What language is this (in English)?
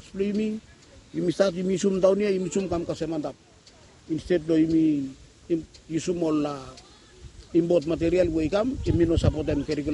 Bislama